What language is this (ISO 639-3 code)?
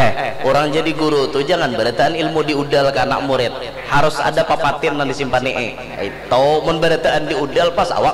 bjn